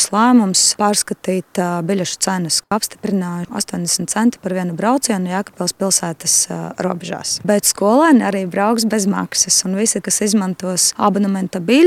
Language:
Latvian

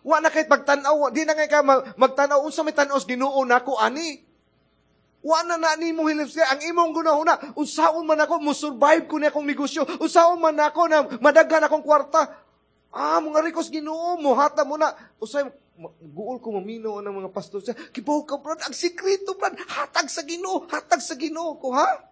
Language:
Cebuano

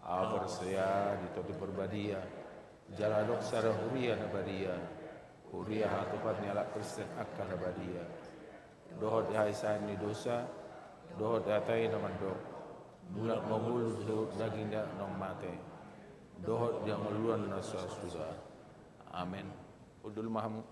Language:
Batak Toba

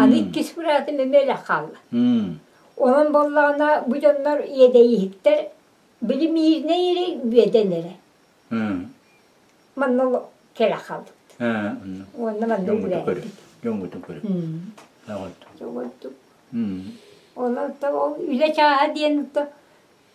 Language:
Yakut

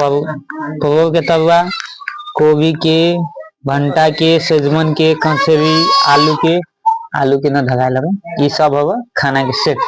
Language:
Maithili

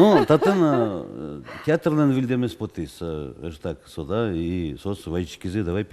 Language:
Udmurt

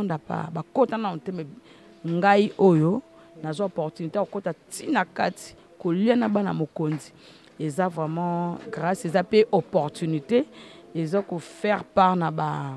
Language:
Lingala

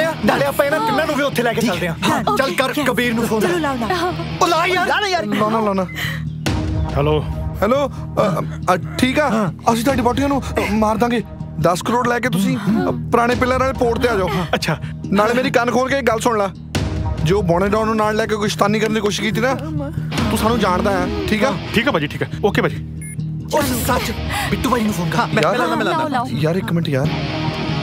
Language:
Punjabi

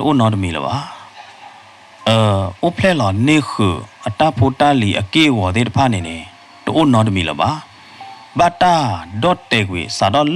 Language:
S'gaw Karen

